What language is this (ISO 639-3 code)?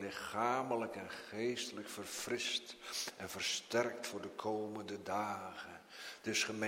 nld